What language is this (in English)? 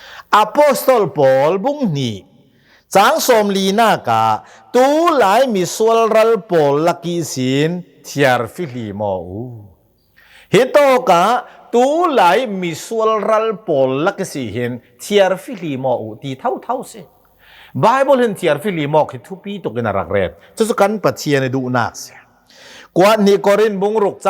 Hakha Chin